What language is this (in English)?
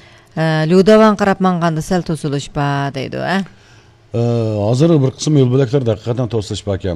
Uyghur